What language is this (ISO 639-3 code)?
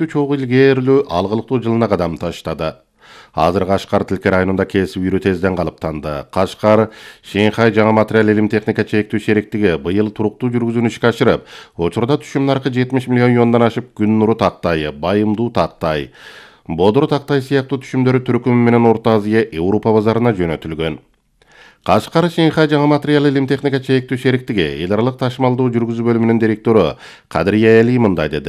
kir